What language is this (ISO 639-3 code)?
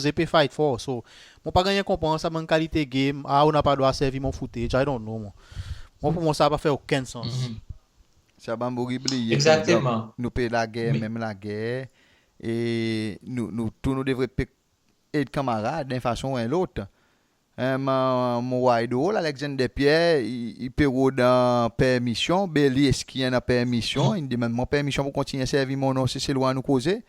crs